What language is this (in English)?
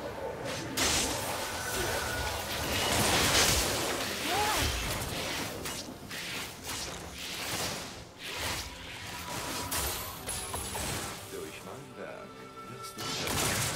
German